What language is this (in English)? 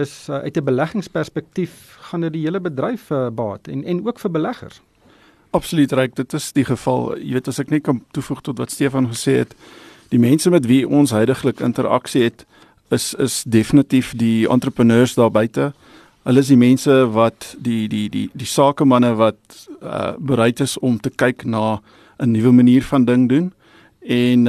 Afrikaans